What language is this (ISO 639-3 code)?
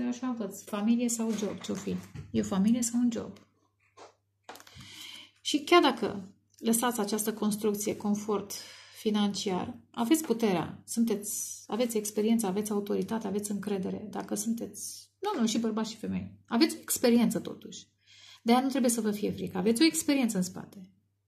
ron